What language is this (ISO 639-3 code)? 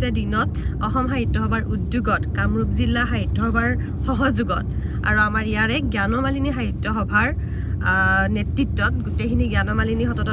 asm